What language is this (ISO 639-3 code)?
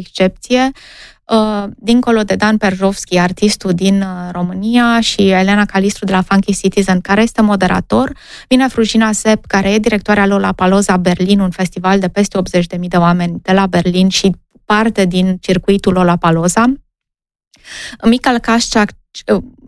ron